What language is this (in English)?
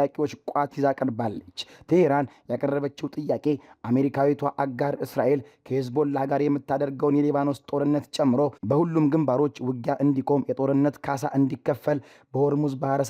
Amharic